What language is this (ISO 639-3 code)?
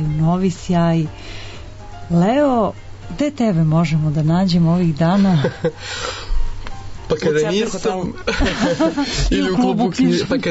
srp